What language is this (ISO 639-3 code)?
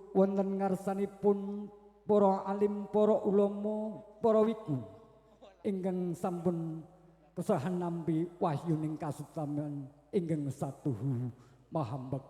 jav